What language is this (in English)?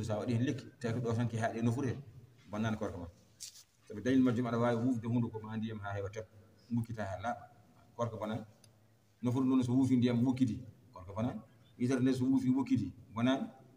Fula